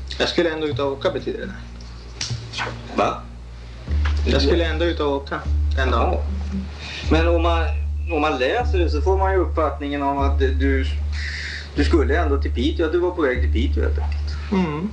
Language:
Swedish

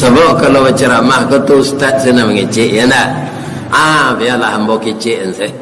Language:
Minangkabau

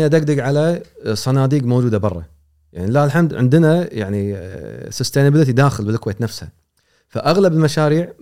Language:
Gulf Arabic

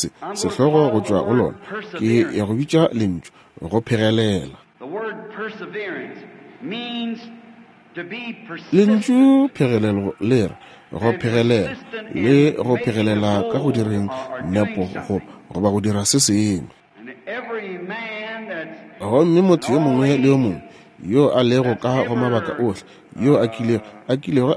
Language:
Northern Sotho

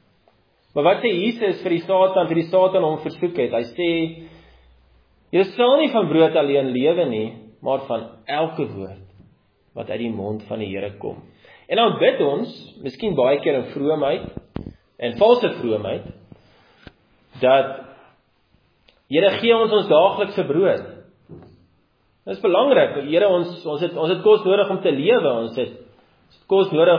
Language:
Afrikaans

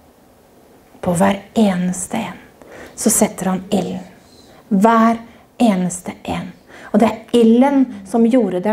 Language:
Norwegian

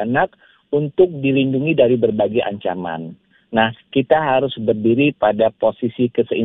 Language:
Indonesian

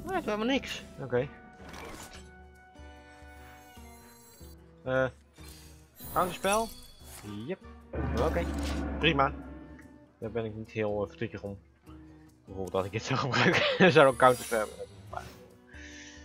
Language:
Dutch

